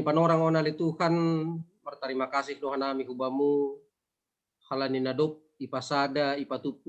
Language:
Batak Simalungun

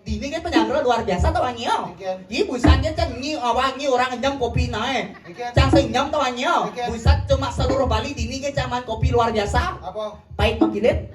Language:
Balinese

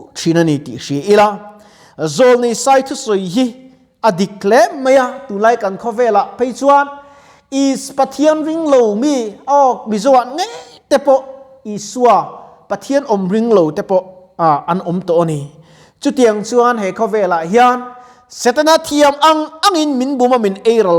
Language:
Mizo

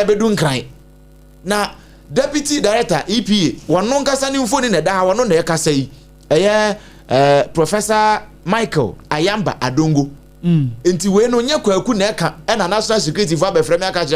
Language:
Akan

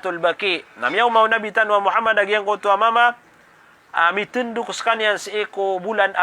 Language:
Maranao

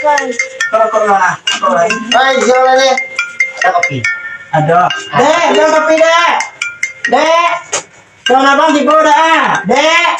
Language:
Minangkabau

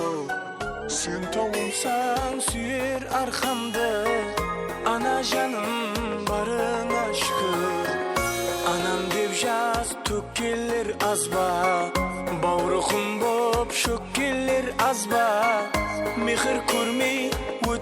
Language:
Kara-Kalpak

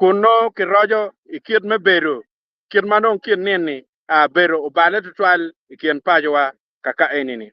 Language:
Acoli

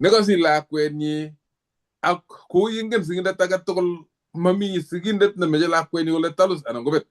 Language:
Kalenjin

